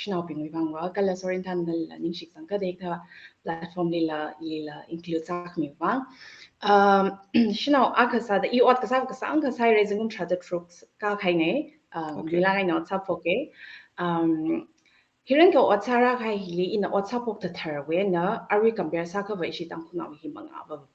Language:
Tangkhul Naga (India)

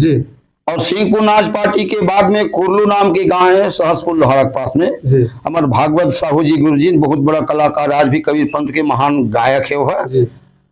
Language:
Chhattisgarhi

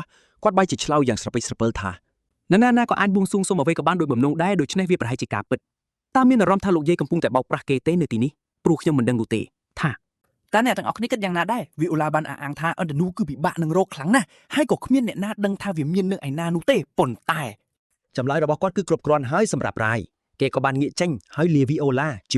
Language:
Khmer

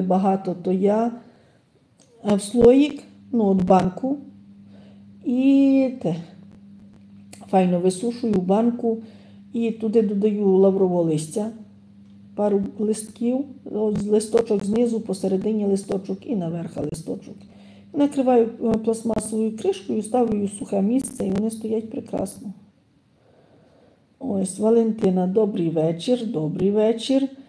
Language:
Ukrainian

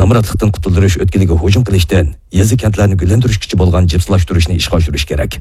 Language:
Uyghur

